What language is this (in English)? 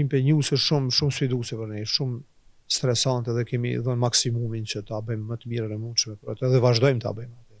Albanian